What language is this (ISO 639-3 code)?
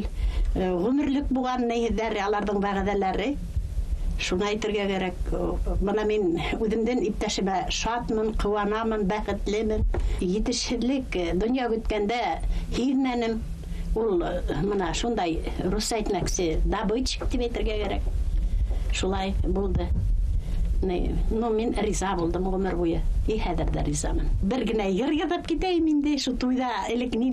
bak